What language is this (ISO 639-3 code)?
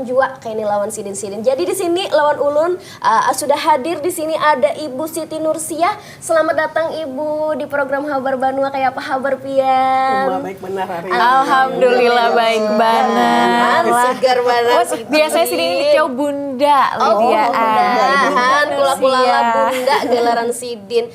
bjn